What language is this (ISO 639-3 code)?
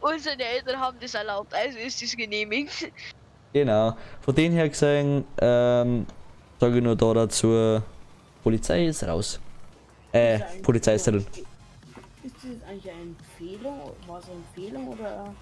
bar